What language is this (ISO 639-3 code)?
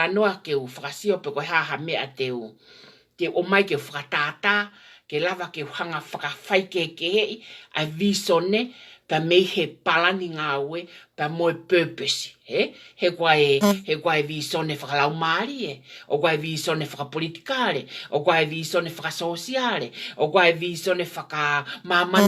ton